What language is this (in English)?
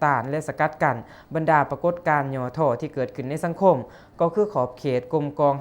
Lao